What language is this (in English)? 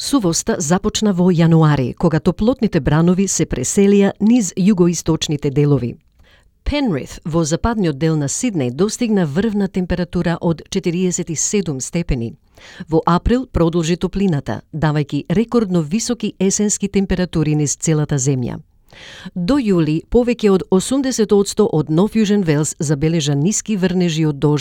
Macedonian